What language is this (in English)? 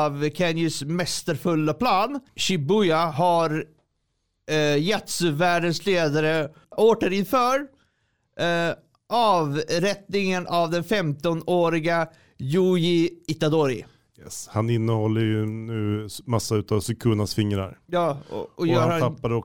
Swedish